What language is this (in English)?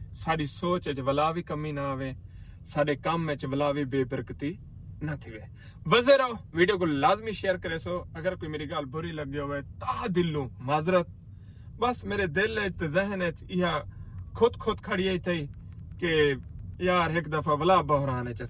Saraiki